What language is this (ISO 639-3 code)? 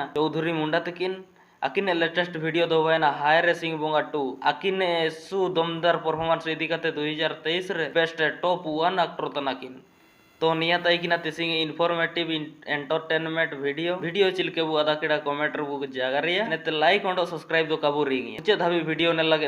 sat